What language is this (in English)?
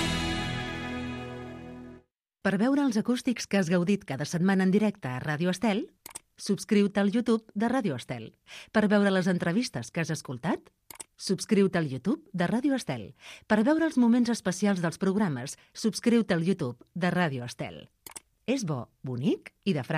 Catalan